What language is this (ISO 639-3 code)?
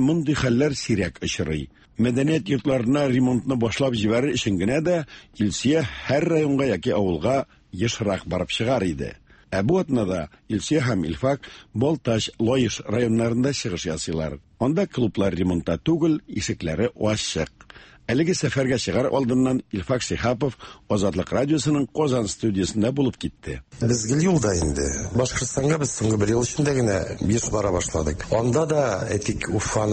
tat